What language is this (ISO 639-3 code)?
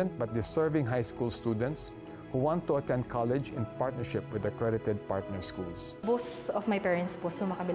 fil